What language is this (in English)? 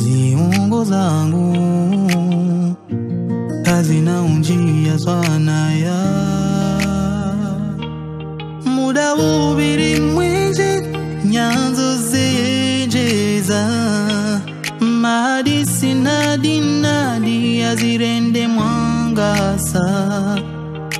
Swahili